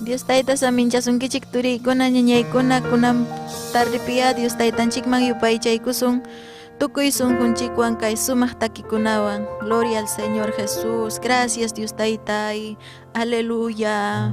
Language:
Ayacucho Quechua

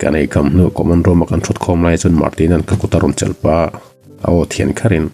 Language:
Mizo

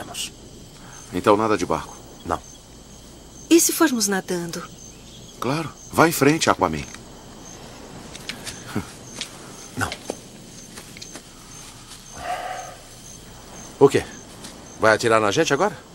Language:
Portuguese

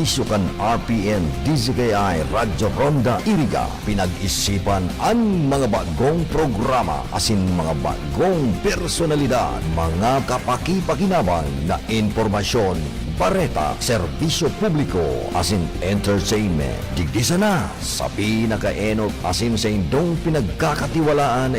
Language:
Bikol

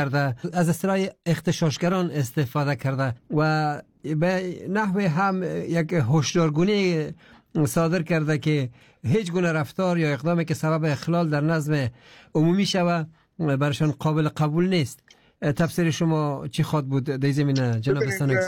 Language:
Persian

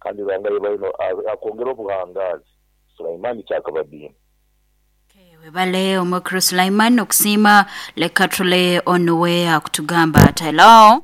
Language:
Nyoro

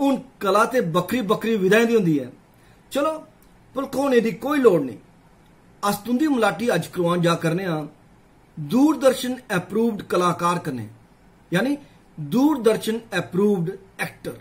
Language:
Dogri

